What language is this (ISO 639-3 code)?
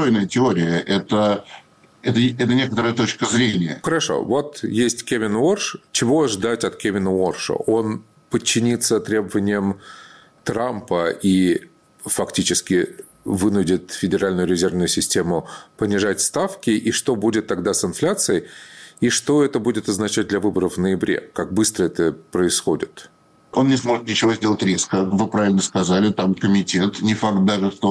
rus